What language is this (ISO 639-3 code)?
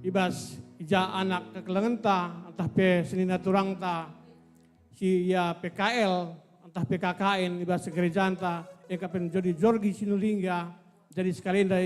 btx